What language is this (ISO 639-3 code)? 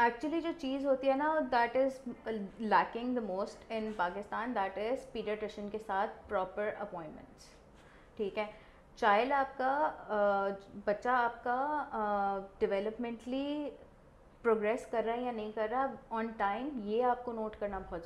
urd